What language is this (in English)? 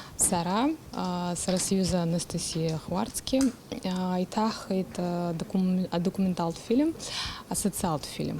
Abkhazian